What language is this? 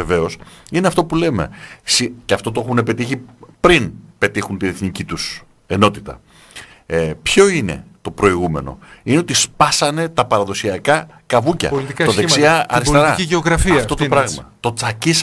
Greek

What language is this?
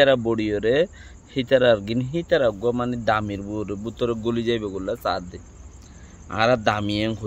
Rohingya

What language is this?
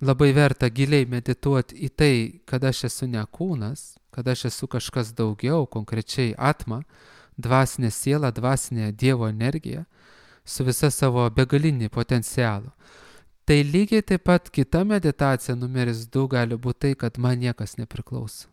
Lithuanian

